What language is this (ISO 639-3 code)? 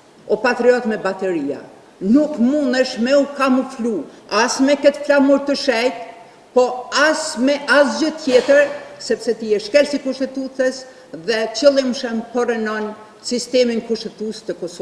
sqi